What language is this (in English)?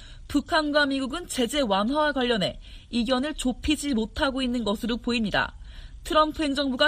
Korean